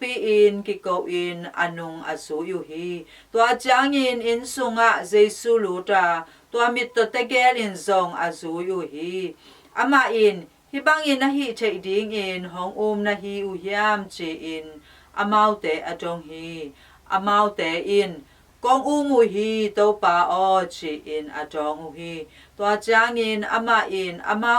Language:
Tedim Chin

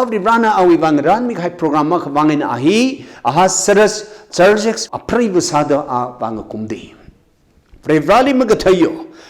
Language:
Tangkhul Naga (India)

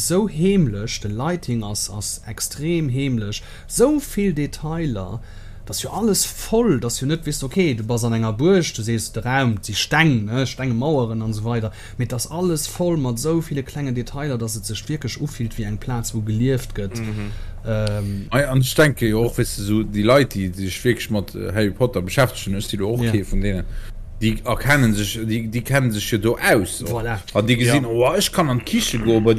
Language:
Luxembourgish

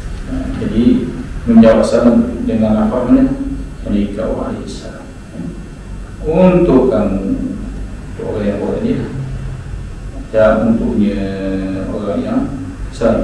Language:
Malay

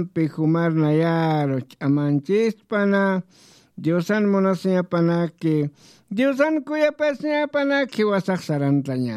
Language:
Aymara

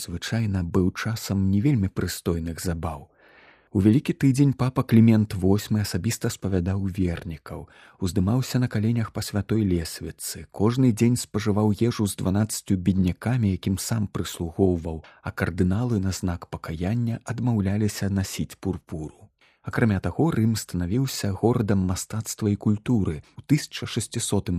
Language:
Belarusian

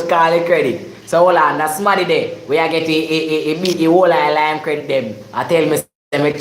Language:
Jamaican Creole English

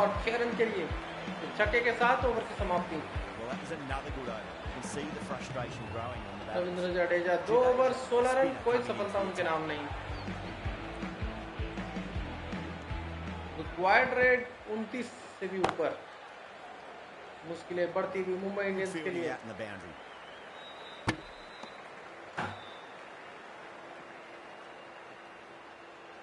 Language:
Hindi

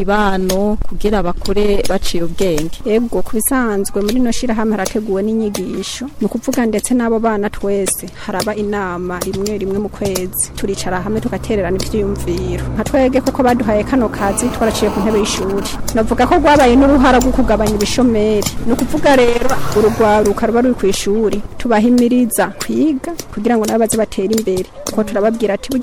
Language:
Rundi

